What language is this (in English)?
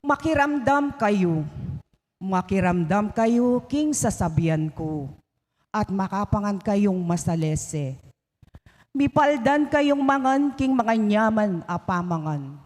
Pampanga